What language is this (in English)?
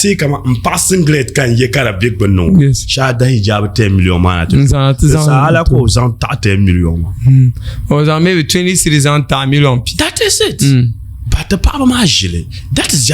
Dagbani